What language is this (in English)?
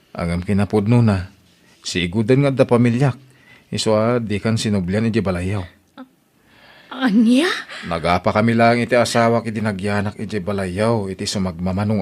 Iloko